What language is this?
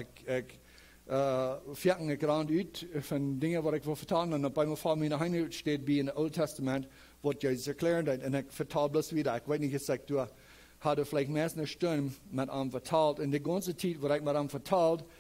Plautdietsch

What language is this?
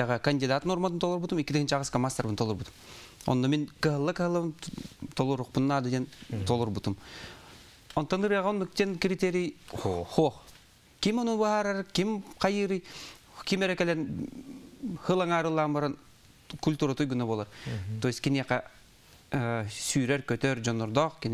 Yakut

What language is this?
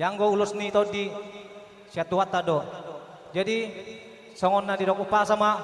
Batak Toba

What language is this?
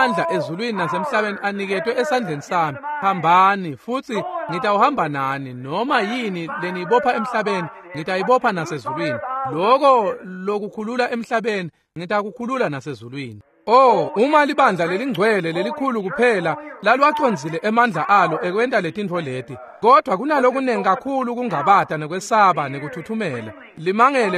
Swati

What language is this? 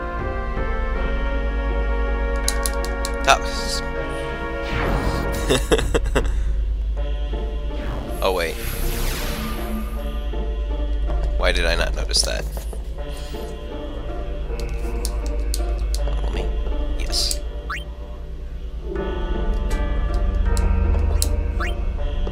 English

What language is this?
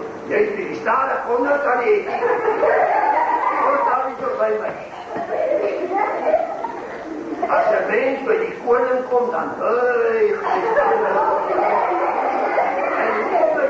Afrikaans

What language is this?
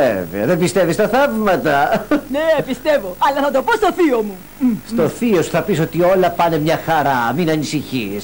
Greek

